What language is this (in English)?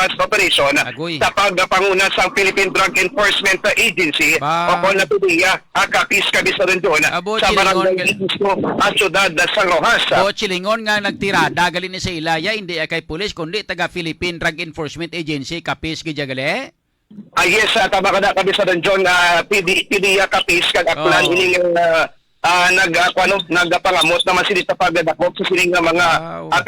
Hiligaynon